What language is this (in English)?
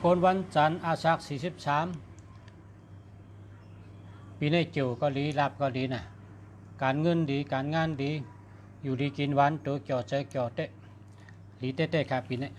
Shan